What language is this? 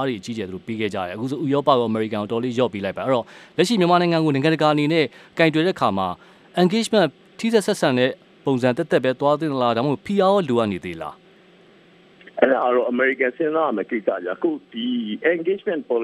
Burmese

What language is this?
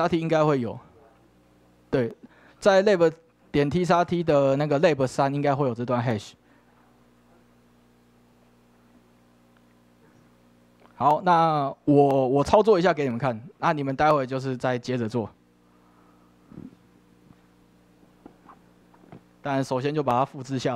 Chinese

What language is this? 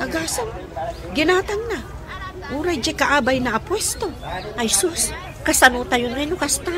Iloko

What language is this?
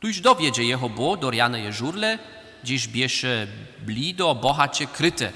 Upper Sorbian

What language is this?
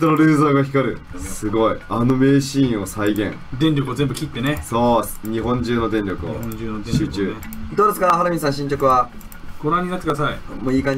Japanese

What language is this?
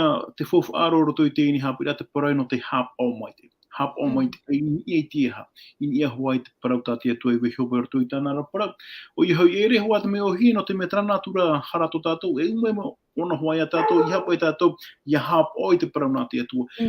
Tahitian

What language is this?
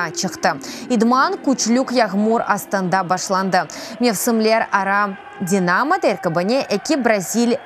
Crimean Tatar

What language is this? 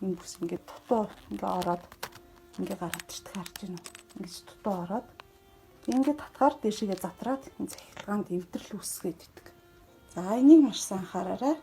Mongolian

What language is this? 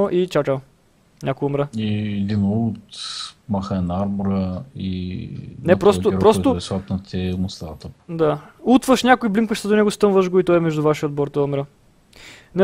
Bulgarian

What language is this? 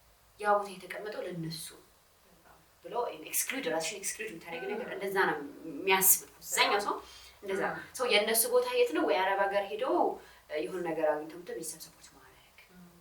Amharic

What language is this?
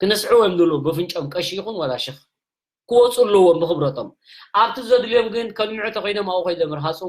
Tigrinya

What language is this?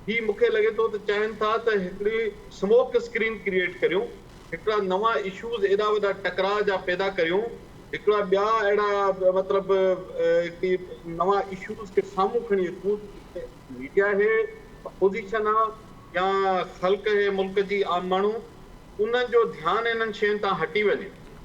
Sindhi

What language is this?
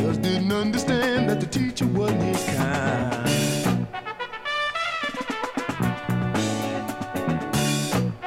English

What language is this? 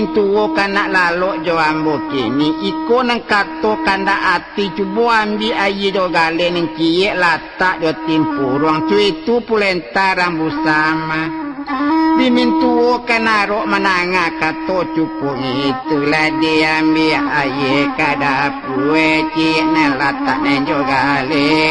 Minangkabau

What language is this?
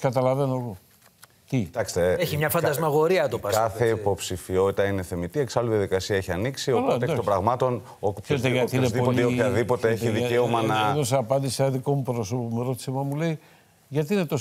Greek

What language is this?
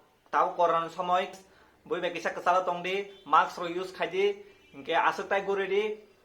Kok Borok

